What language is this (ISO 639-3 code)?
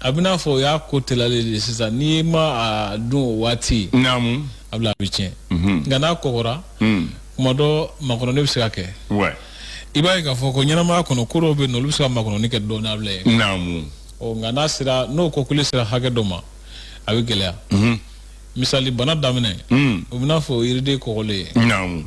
bam